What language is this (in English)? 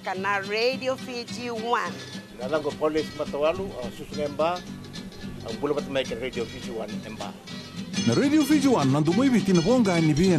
Fijian